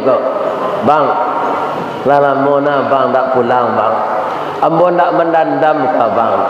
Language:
Minangkabau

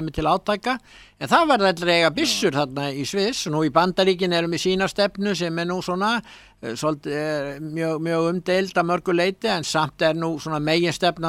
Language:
Icelandic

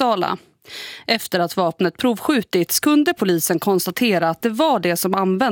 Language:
Swedish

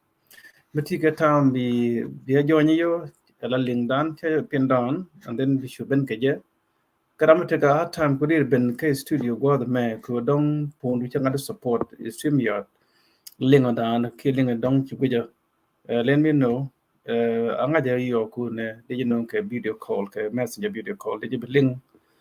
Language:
Nuer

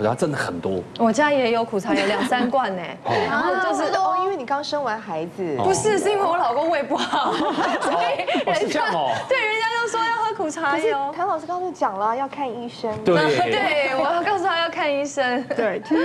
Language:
Chinese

